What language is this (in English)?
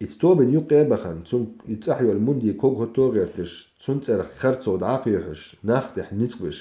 Chechen